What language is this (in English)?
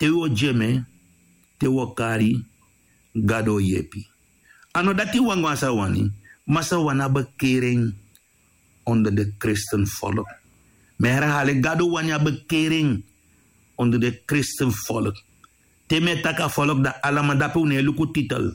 Sranan Tongo